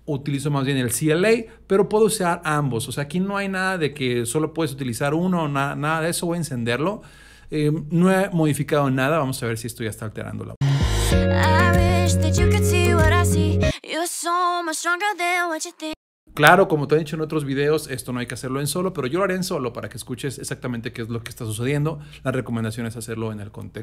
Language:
Spanish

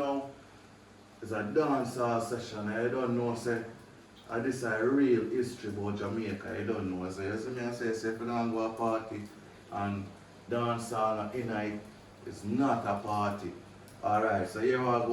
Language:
Jamaican Creole English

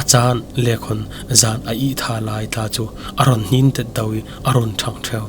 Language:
Falam Chin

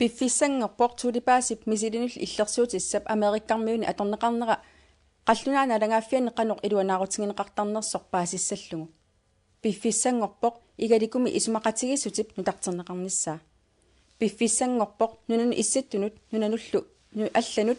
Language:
Kalaallisut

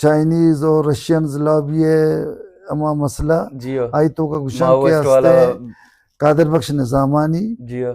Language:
Baluchi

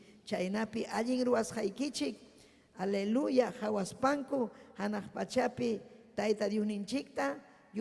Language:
Ayacucho Quechua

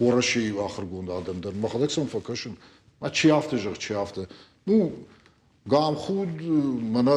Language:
Ossetic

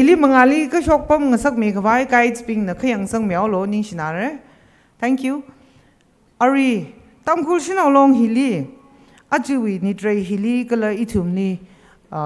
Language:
Tangkhul Naga (India)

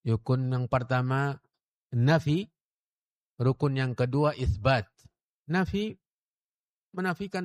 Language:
Indonesian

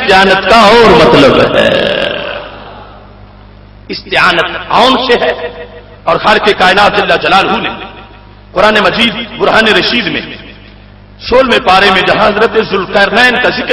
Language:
Urdu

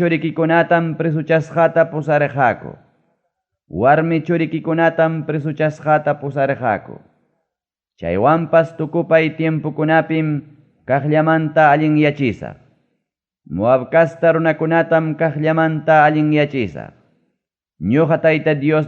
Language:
Ayacucho Quechua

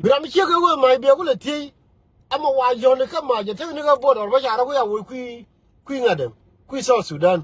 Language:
Nuer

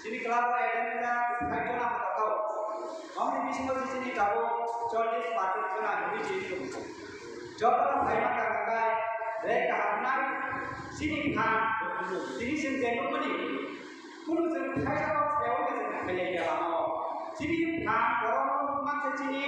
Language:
Kok Borok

